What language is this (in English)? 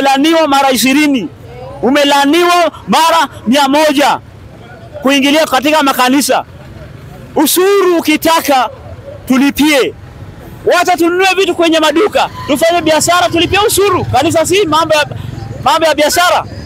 Swahili